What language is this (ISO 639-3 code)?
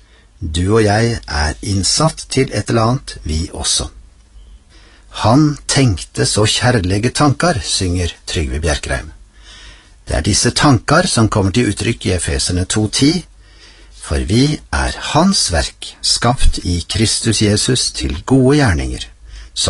nor